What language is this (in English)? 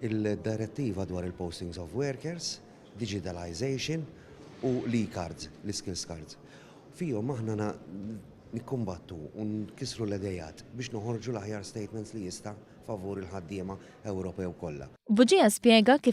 Maltese